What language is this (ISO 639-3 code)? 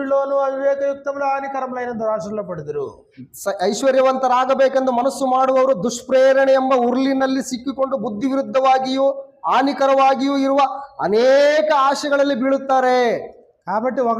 kan